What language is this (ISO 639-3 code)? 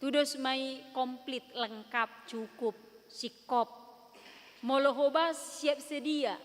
bbc